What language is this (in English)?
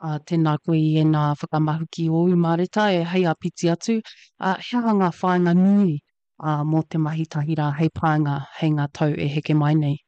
Māori